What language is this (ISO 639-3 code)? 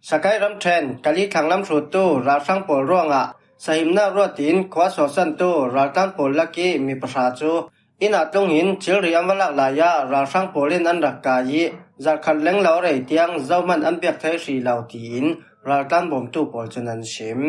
cfm